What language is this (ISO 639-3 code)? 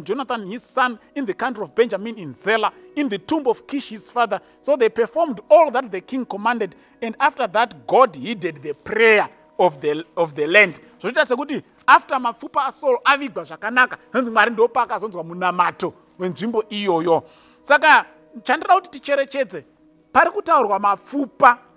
sna